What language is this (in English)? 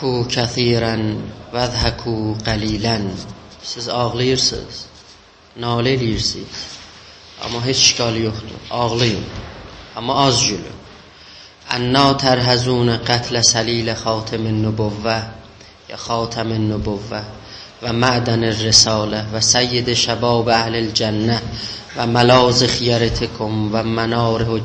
South Azerbaijani